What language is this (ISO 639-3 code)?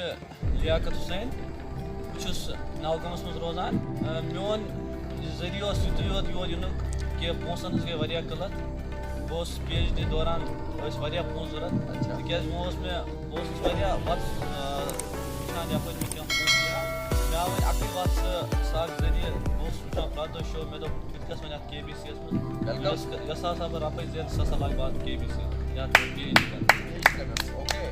kas